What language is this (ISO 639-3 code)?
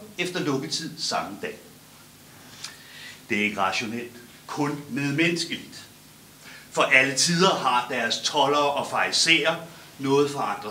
dan